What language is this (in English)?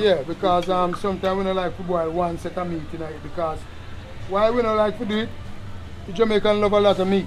Jamaican Creole English